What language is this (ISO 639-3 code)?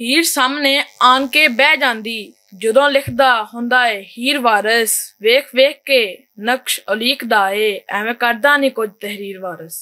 lah